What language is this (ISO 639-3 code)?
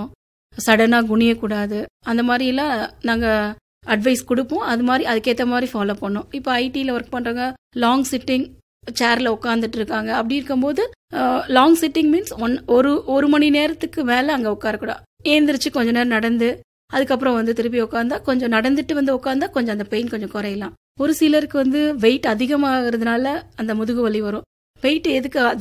tam